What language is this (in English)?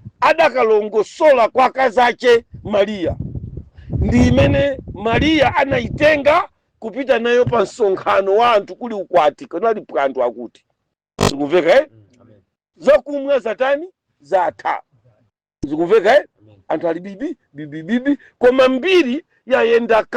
Nyanja